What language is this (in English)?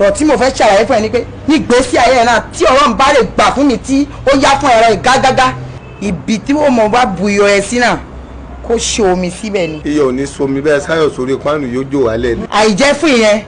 Yoruba